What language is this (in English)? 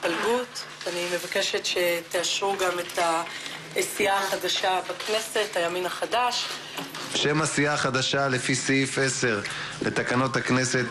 Hebrew